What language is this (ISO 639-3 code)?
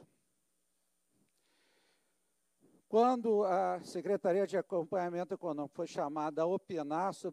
por